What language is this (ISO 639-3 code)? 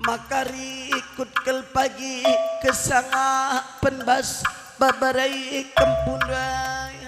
btx